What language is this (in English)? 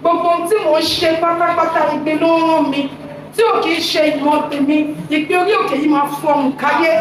Yoruba